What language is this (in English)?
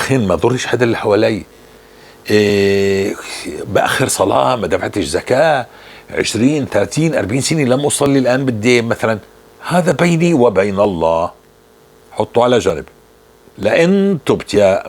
North Levantine Arabic